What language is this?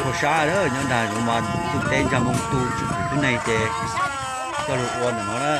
Hmong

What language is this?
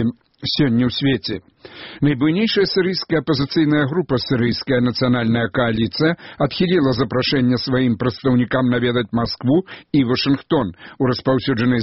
Belarusian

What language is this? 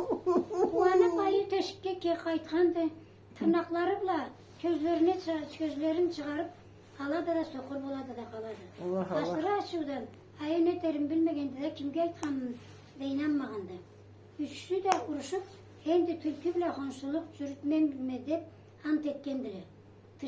Karachay-Balkar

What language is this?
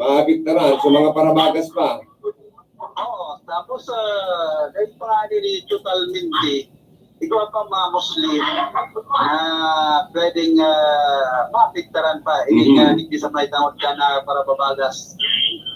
Bikol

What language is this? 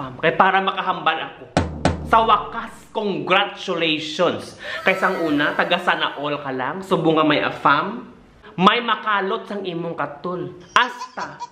Hiligaynon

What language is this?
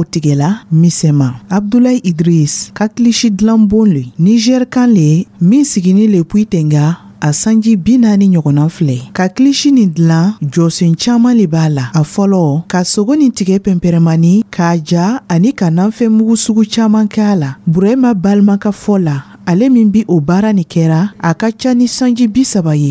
Dyula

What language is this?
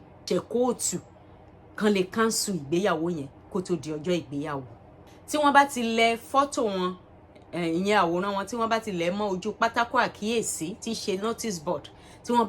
Yoruba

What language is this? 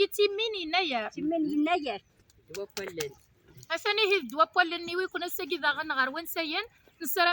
Kabyle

